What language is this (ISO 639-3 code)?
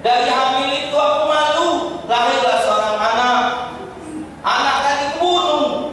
mui